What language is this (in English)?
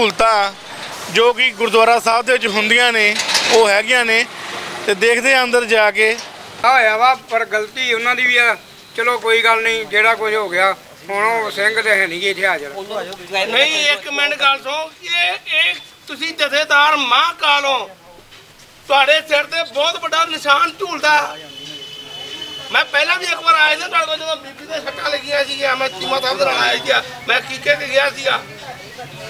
Punjabi